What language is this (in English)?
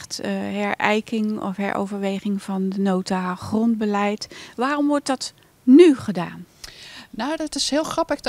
Dutch